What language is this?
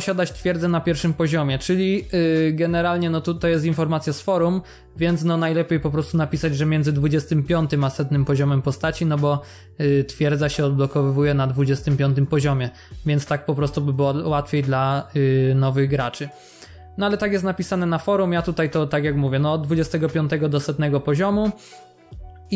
Polish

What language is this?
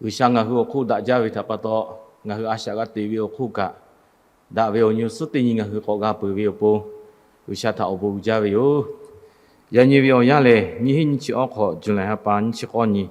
Lahu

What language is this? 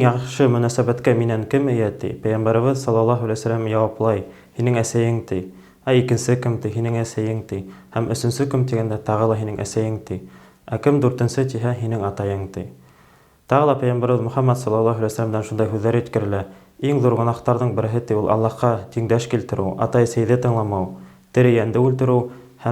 Bashkir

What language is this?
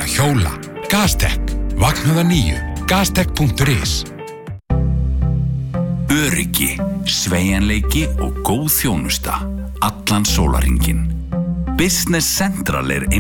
Icelandic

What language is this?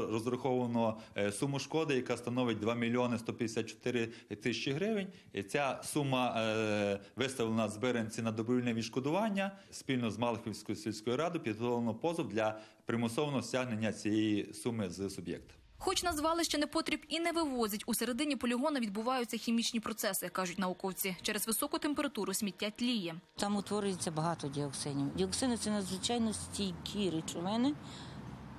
Ukrainian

